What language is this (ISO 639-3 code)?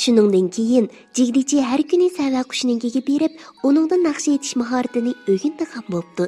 uig